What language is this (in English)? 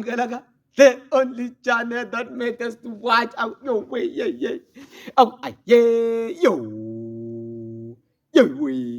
Tsonga